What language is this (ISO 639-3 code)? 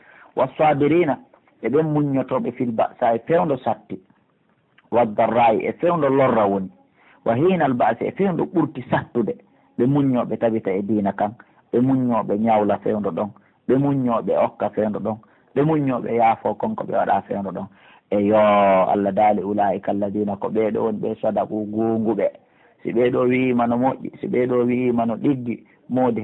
fuf